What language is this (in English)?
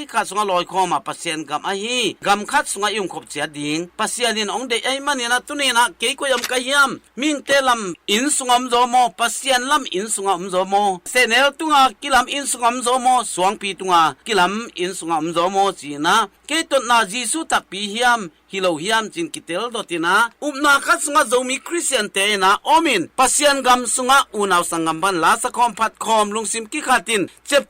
Tedim Chin